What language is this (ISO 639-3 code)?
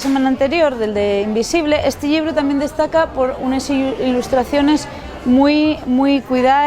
ast